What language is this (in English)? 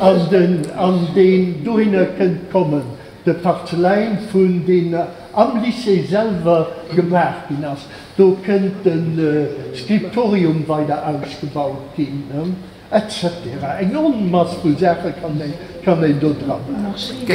Luxembourgish